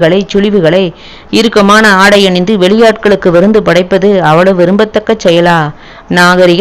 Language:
Tamil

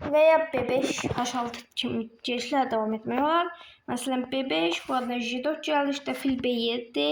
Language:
Azerbaijani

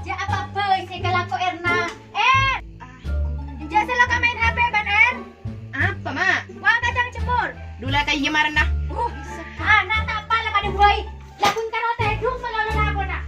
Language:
Madurese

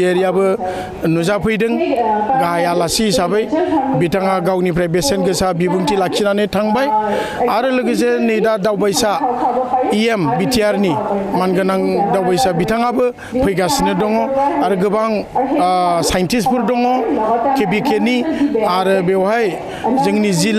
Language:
Bodo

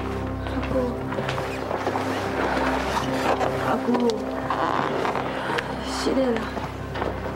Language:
Min Nan Chinese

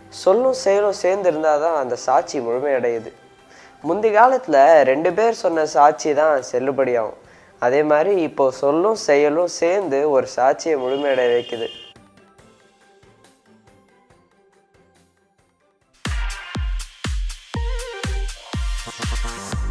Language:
Tamil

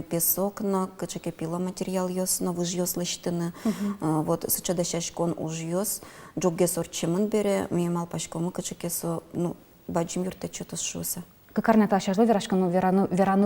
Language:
Udmurt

